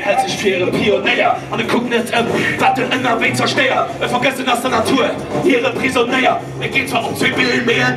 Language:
Luxembourgish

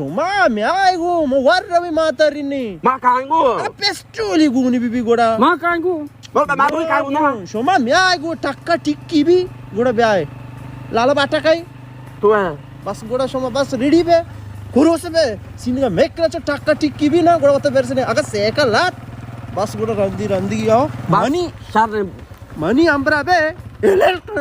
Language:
Baluchi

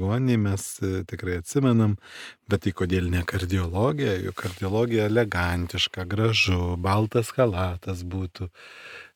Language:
Lithuanian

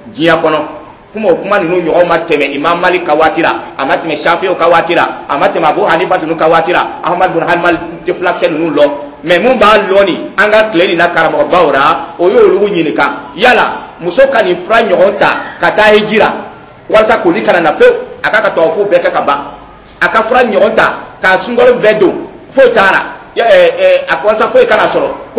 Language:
Dyula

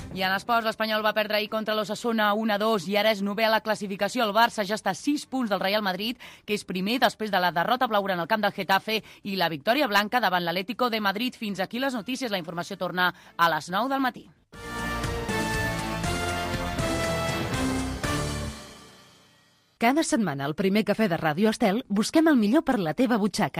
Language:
Catalan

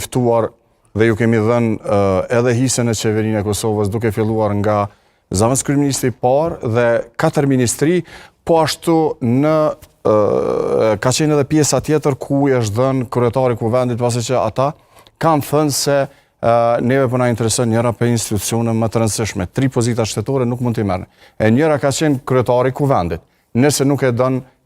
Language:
Albanian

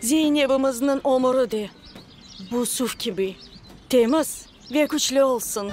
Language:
Crimean Tatar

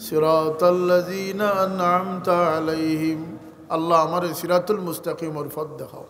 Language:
Sylheti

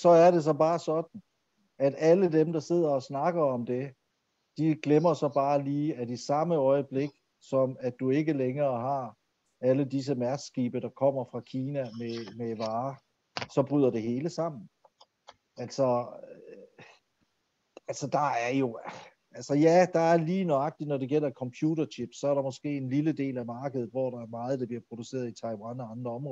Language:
Danish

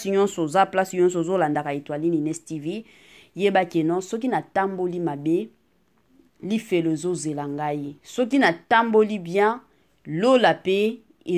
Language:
Lingala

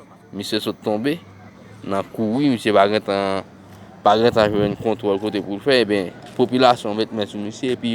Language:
Haitian Creole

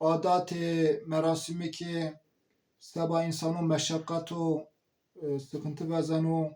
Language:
Zaza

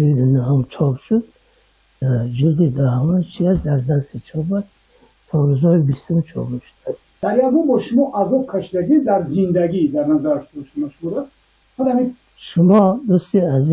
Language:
Tajik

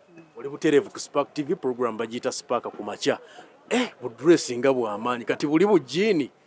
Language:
Ganda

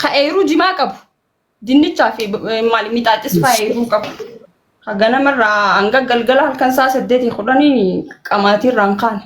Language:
Oromo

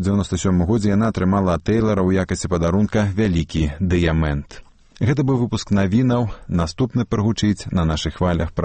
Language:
Belarusian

